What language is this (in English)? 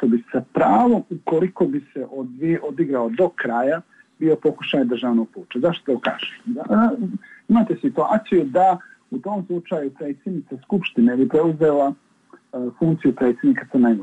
Serbian